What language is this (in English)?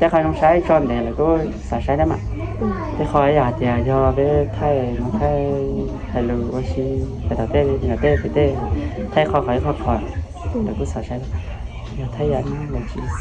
Hmong